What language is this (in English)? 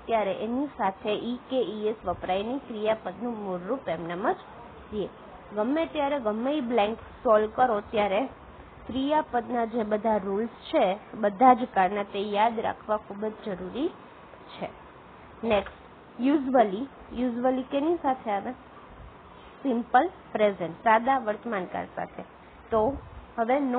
Gujarati